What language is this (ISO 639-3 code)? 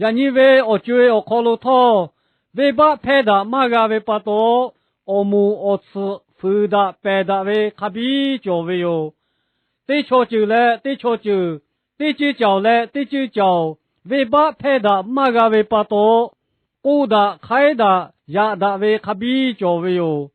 lhu